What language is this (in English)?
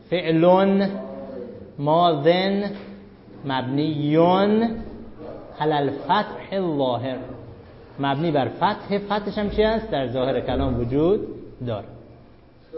Persian